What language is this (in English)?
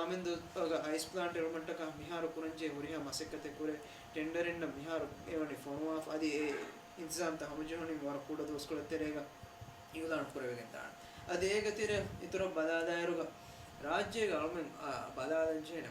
Divehi